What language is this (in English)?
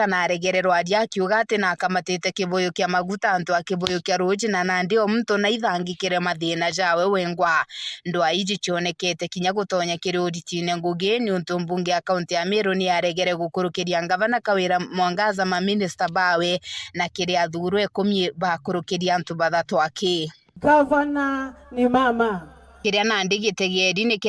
Meru